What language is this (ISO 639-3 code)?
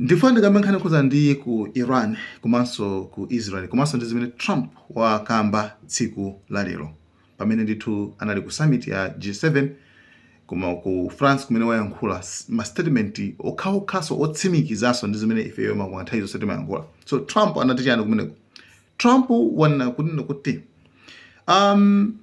nya